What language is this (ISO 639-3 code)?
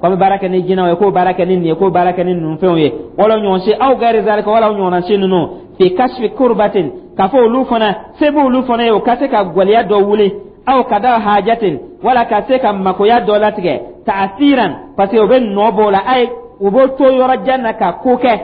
dyu